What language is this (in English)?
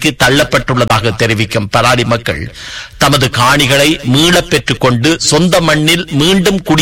Tamil